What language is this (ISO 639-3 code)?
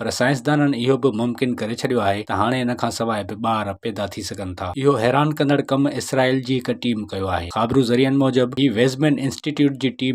snd